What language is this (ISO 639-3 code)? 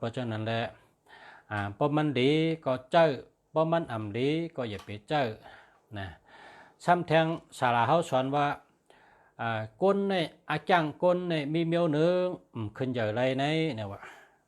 shn